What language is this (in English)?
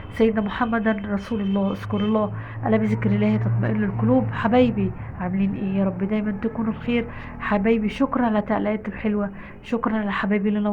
Egyptian Arabic